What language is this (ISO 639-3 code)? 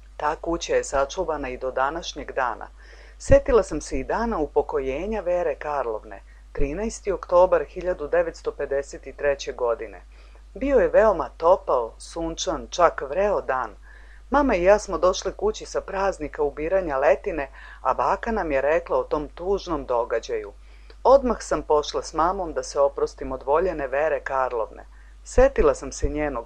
srp